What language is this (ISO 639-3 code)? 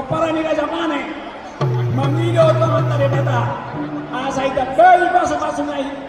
bbc